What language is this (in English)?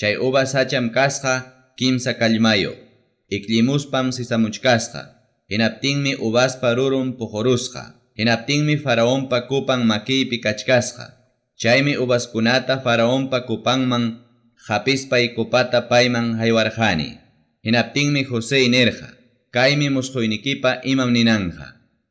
Ayacucho Quechua